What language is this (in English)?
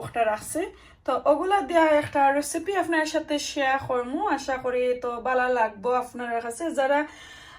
Sylheti